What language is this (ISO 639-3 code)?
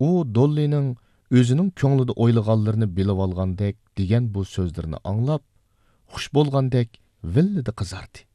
uig